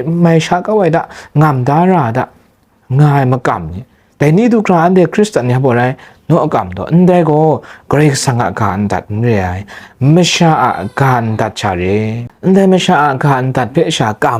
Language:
Kachin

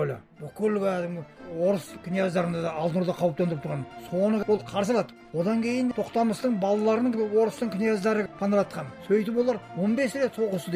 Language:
Kazakh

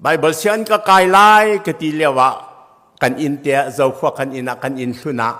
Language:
Hakha Chin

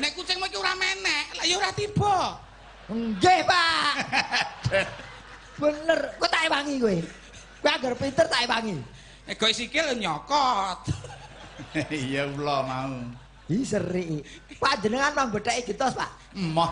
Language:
Javanese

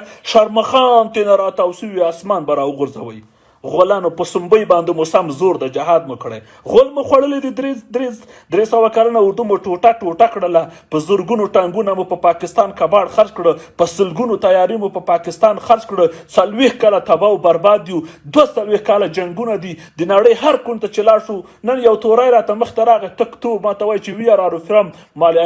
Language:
Pashto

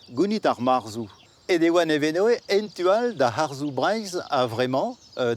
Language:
Breton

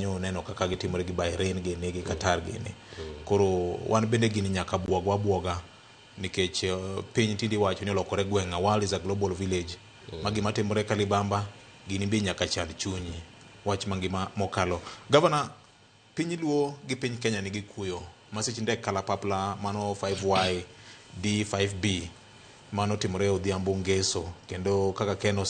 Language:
Luo (Kenya and Tanzania)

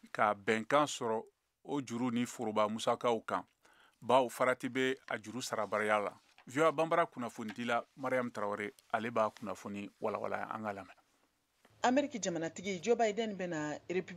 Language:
Bambara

